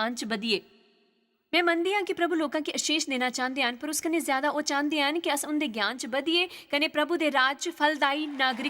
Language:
Dogri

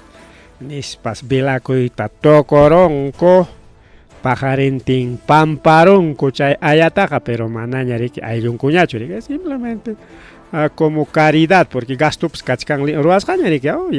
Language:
Ayacucho Quechua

